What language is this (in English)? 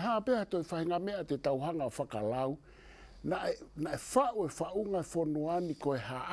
Tongan